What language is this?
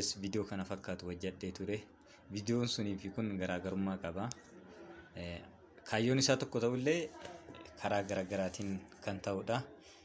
Oromo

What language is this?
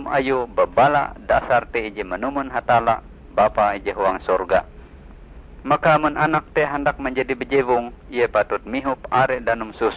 Ngaju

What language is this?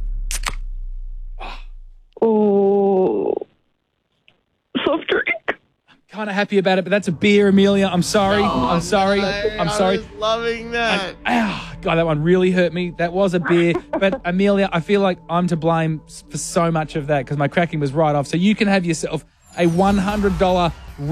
English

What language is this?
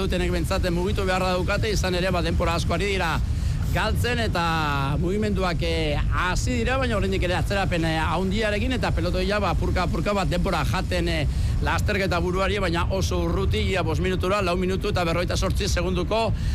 Basque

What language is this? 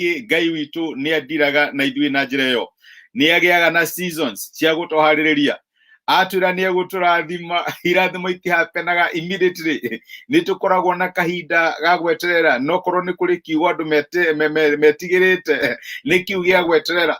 Kikuyu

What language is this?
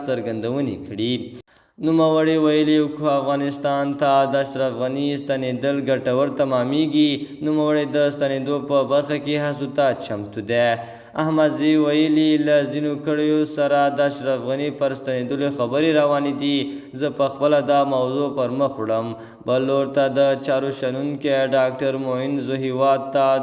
Pashto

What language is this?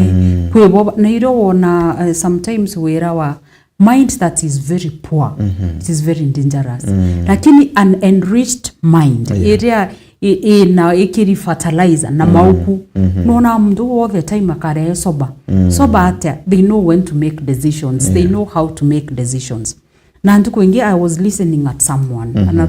Meru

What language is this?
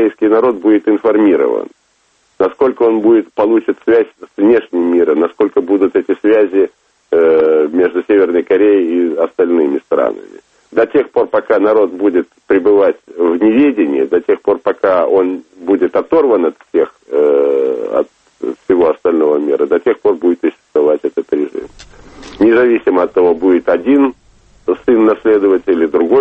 Russian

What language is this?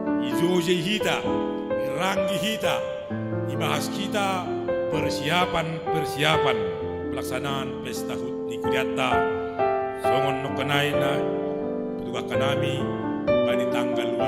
Batak Simalungun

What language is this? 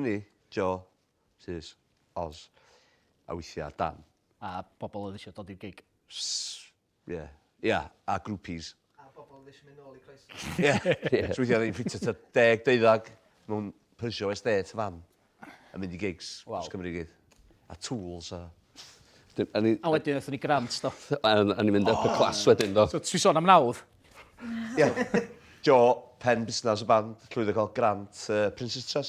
Welsh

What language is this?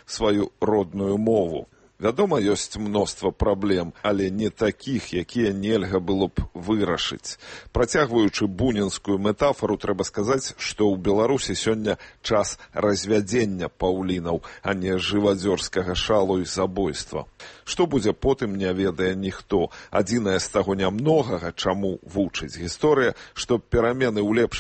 Belarusian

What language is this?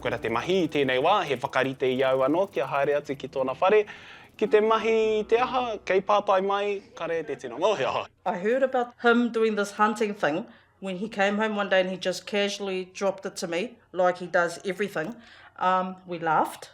Māori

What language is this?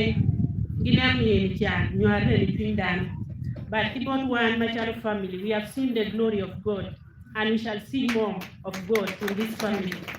Acoli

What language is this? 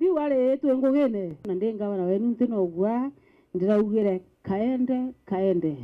Meru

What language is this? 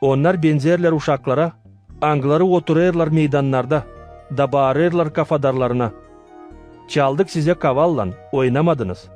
Gagauz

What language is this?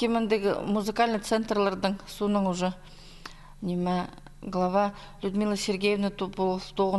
Khakas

